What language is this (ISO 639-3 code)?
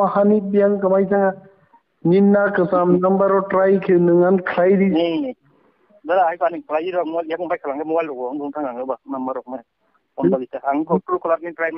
trp